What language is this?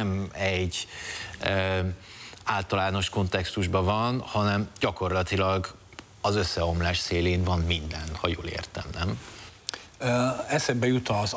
Hungarian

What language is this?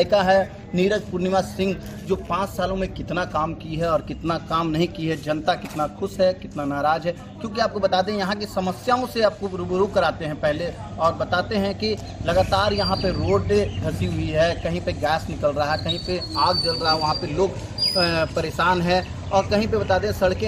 Hindi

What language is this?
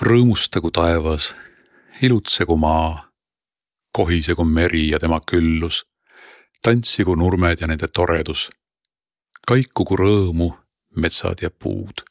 Estonian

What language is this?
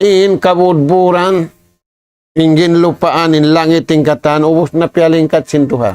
Tausug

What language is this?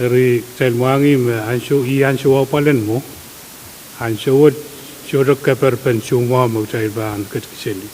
Pohnpeian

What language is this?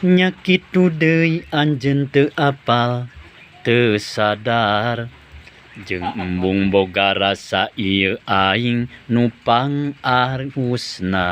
Sundanese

